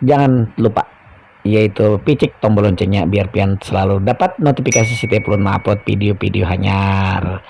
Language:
Banjar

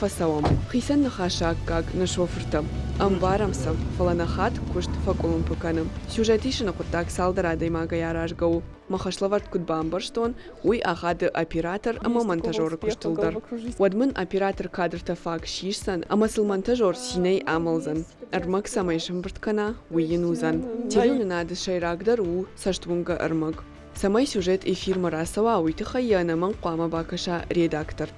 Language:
Ossetic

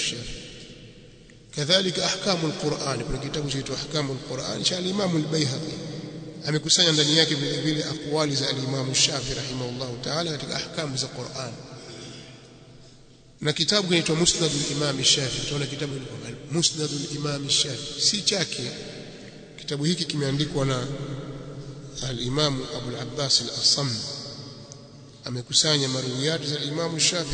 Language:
Swahili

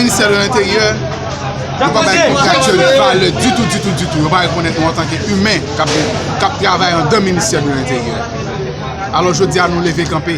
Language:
Haitian Creole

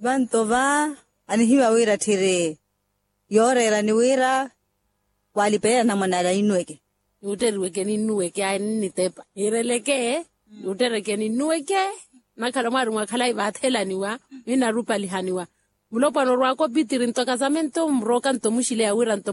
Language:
Makhuwa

